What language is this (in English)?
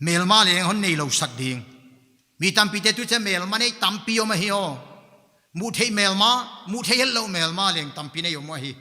Paite Chin